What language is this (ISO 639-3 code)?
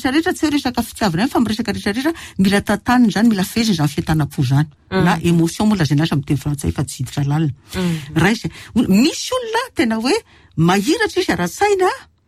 mlg